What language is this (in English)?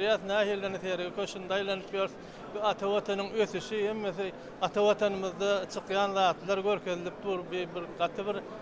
Turkmen